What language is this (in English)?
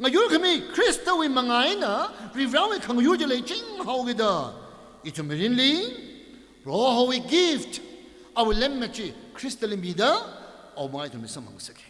Tangkhul Naga (India)